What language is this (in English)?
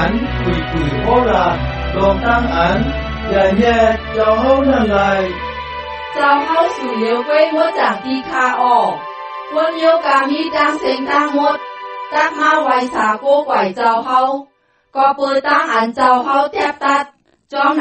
Shan